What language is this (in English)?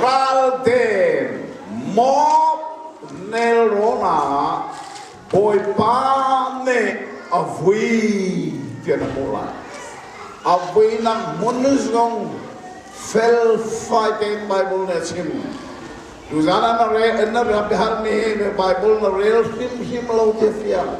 Hakha Chin